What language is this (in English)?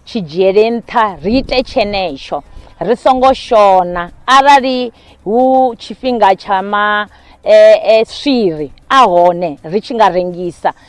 Venda